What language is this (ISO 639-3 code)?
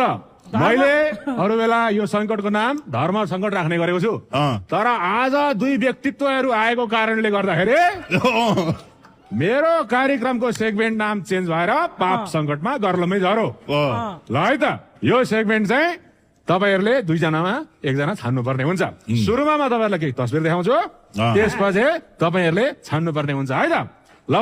nep